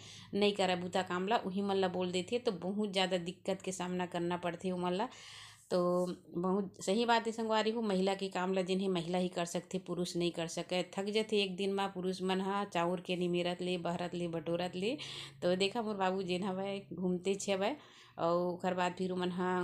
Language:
Chhattisgarhi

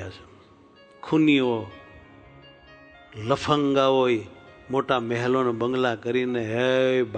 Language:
Gujarati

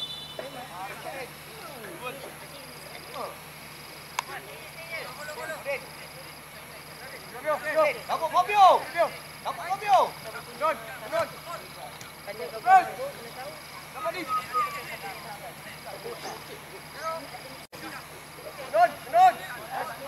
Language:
Malay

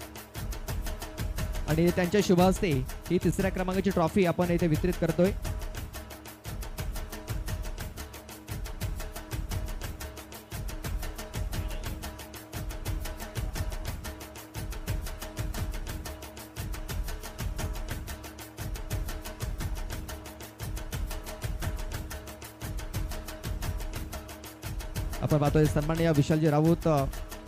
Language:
Marathi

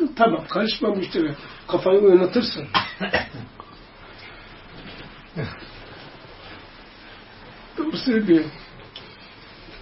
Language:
Turkish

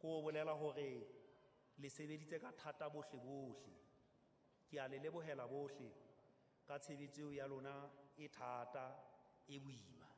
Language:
Southern Sotho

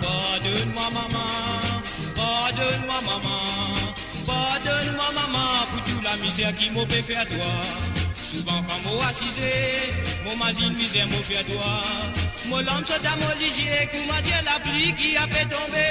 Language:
Morisyen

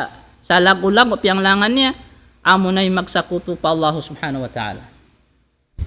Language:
Tausug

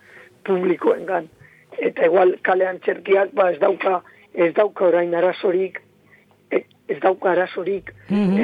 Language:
Basque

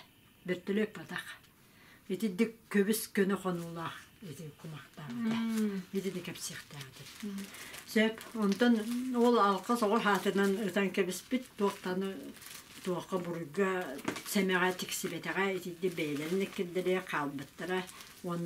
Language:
Yakut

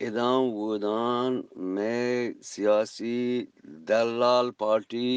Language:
Eastern Balochi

